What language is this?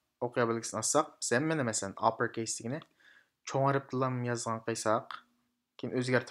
Uyghur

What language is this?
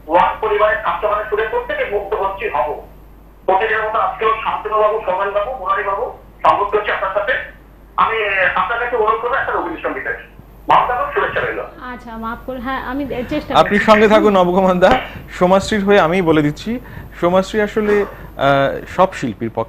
Bangla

